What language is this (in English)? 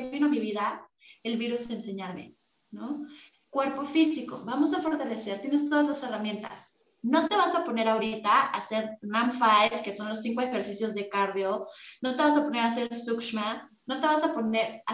Spanish